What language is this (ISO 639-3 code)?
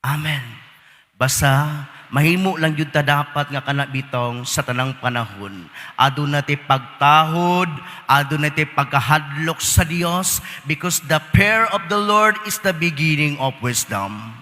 ceb